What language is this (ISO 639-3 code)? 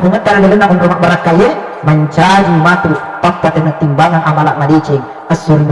bug